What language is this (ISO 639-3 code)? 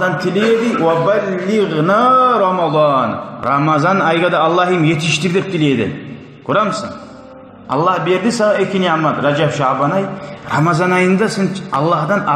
kum